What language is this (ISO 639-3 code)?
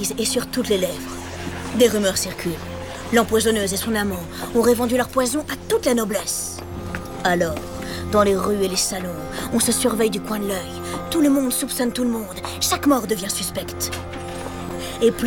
fra